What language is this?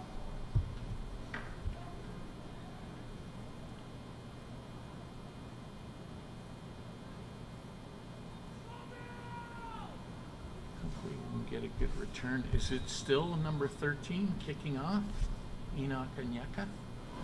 English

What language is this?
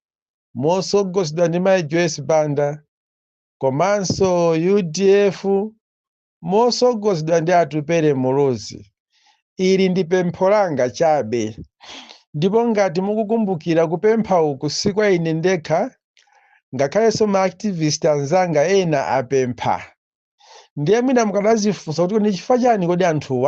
Nyanja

